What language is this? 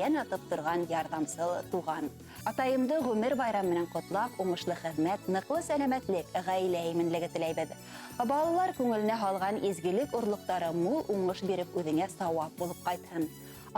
Bashkir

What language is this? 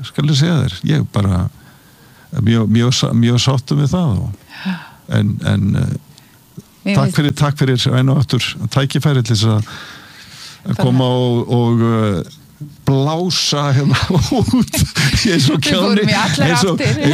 Icelandic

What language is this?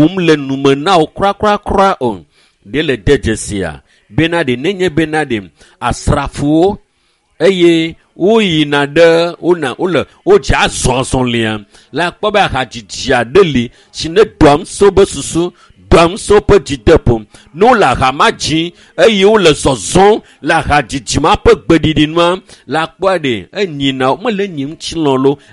Ewe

